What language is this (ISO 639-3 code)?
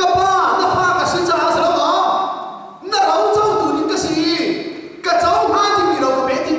cnh